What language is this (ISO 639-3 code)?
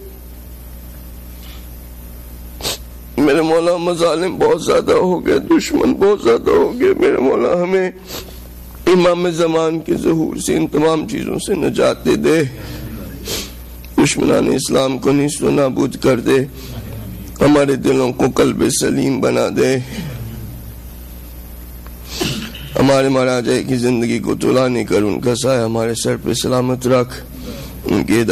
urd